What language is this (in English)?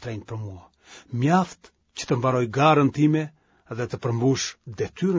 Albanian